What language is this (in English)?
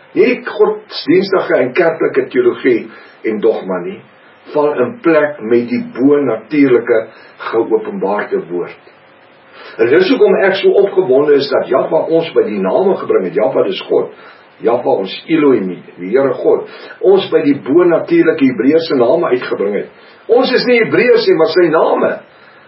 Afrikaans